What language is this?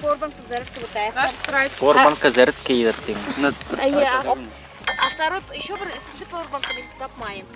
Bashkir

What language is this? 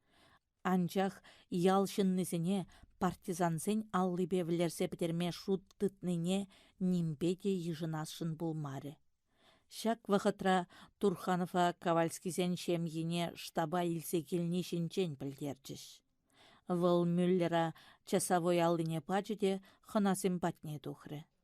Chuvash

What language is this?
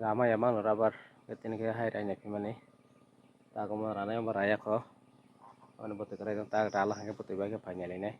Kok Borok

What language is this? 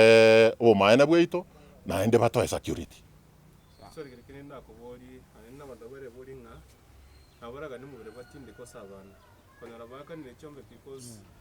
Gusii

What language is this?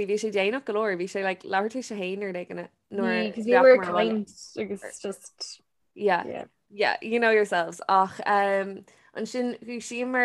Irish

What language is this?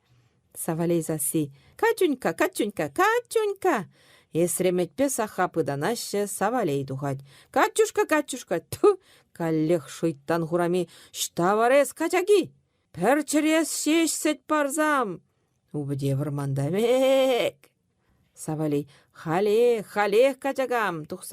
Chuvash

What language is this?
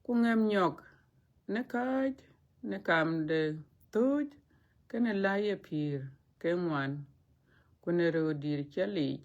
Dinka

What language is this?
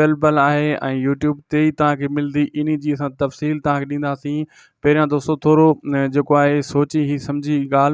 Sindhi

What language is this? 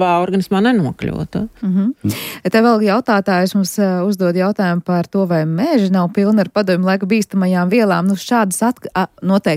Latvian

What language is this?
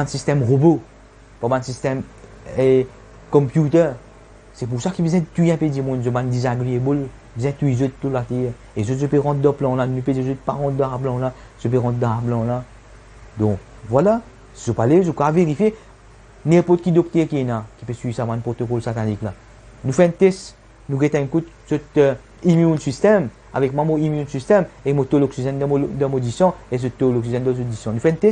Morisyen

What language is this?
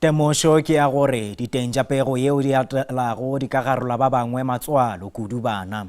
Northern Sotho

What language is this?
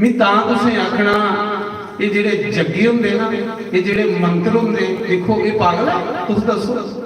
Dogri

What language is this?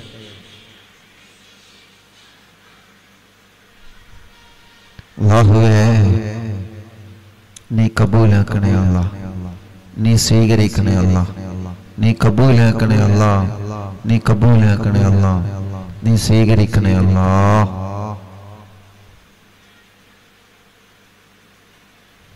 Malayalam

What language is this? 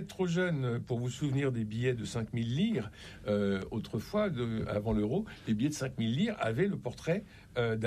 French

